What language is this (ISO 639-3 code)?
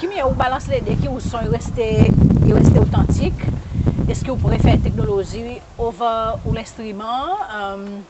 crs